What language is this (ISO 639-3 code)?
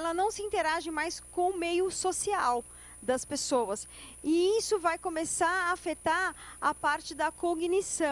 por